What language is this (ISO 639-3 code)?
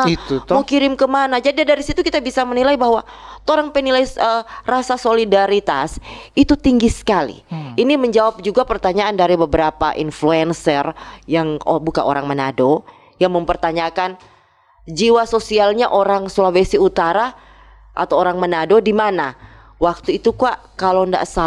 xmm